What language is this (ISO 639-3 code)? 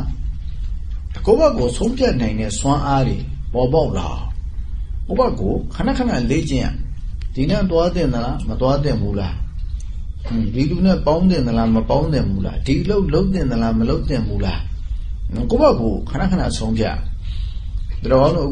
mya